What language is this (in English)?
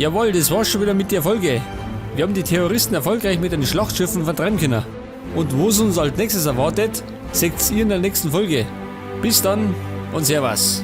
Bavarian